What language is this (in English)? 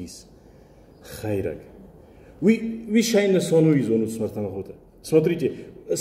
Ossetic